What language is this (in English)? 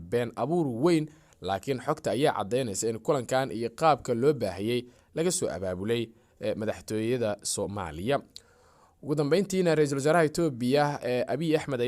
Somali